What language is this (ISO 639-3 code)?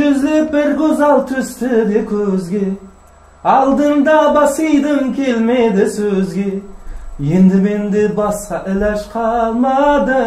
kaa